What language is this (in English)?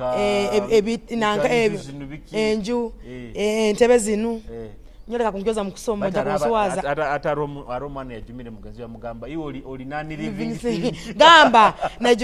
Nyoro